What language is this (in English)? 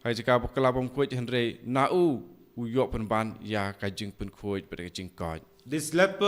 Khasi